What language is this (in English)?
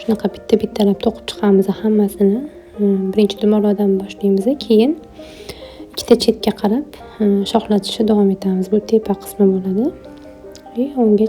Uzbek